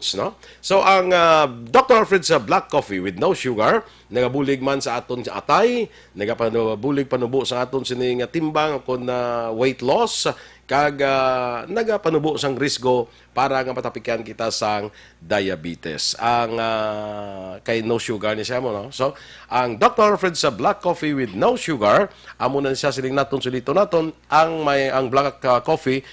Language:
Hiligaynon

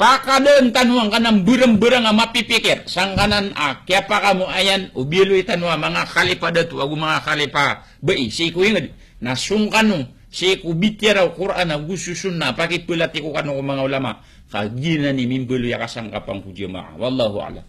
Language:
Maranao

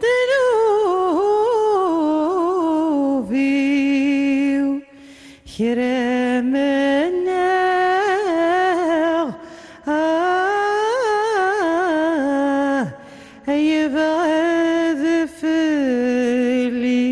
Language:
Kabyle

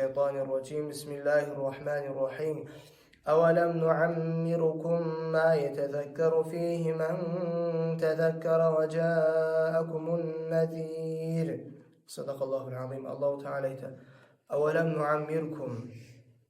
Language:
Kumyk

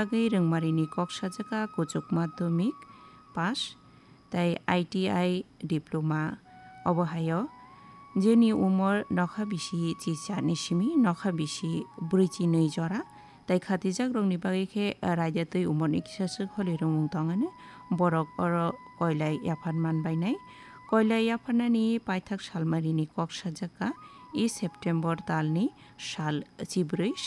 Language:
Kok Borok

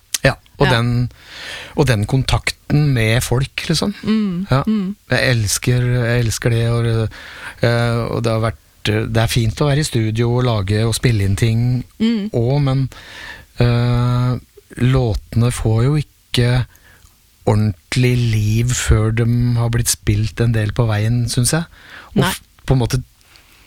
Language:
Norwegian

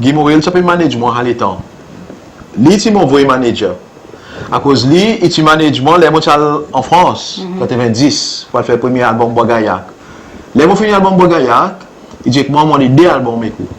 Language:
Seselwa Creole French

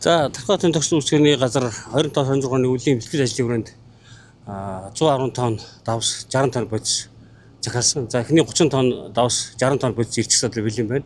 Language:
Mongolian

